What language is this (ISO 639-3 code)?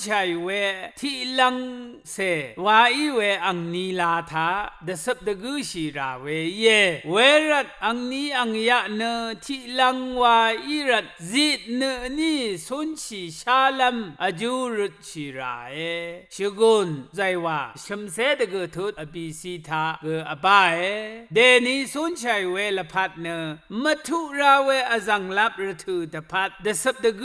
raw